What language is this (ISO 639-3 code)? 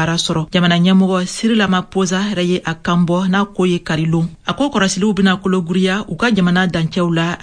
bam